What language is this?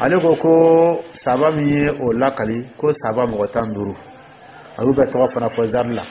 Dyula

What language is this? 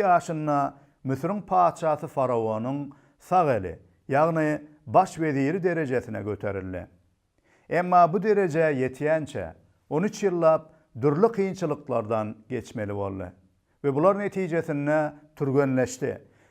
Turkmen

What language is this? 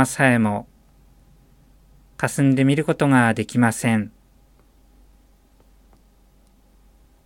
Japanese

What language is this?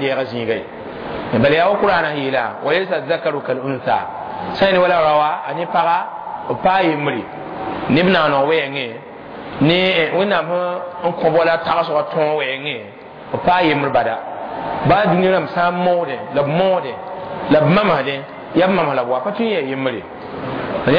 Mossi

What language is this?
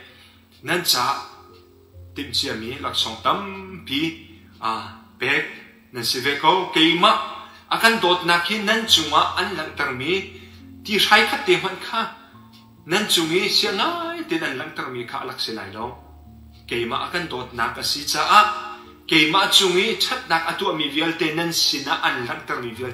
Hakha Chin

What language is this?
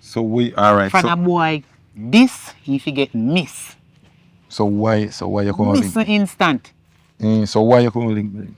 Jamaican Creole English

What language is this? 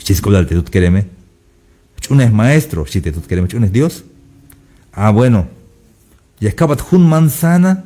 Tzeltal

